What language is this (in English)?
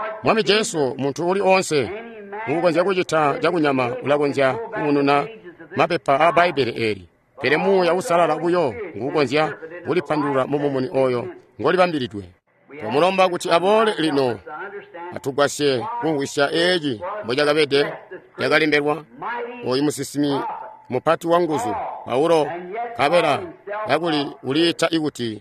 Tonga (Zambia)